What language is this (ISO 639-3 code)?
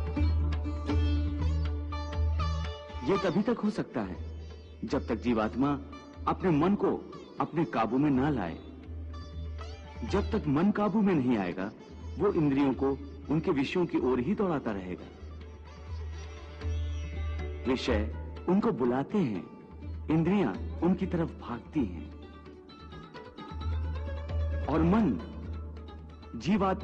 hin